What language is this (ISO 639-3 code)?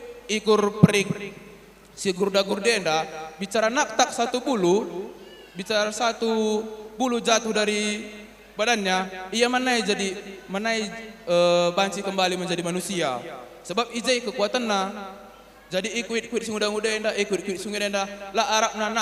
btx